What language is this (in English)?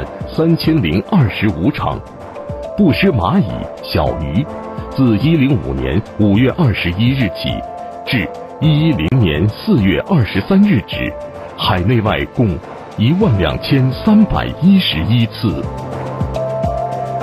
Chinese